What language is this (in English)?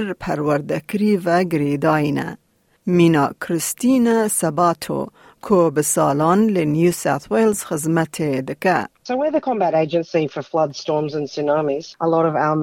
Kurdish